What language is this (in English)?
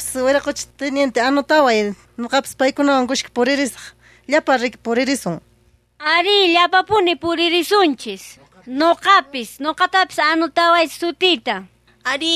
South Bolivian Quechua